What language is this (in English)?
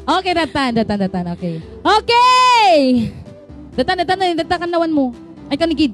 Iloko